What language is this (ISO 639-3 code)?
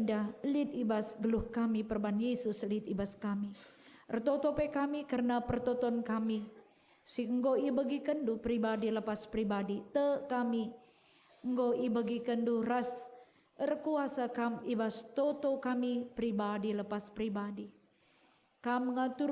btx